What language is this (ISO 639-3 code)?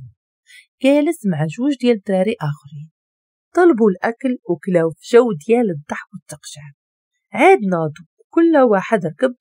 ary